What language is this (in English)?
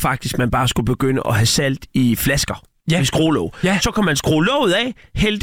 Danish